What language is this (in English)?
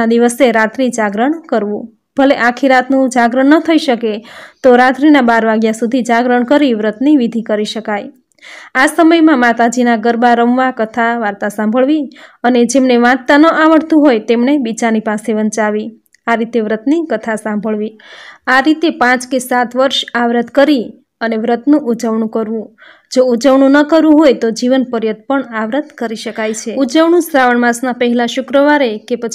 Gujarati